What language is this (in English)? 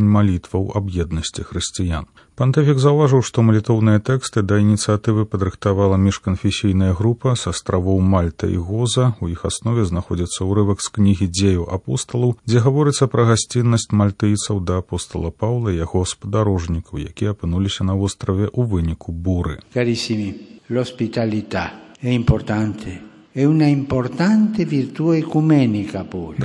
Belarusian